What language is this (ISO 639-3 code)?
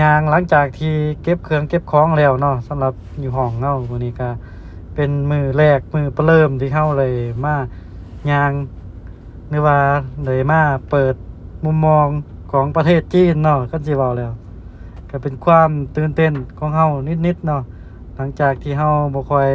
lao